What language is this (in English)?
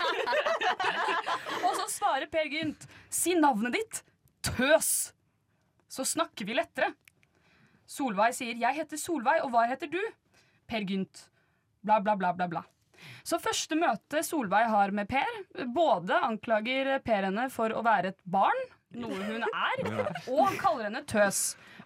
Norwegian